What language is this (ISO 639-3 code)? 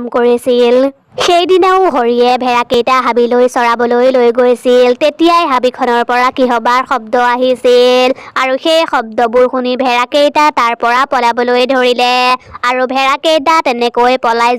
asm